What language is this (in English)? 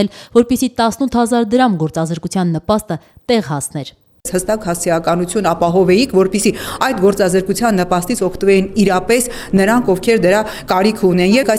Armenian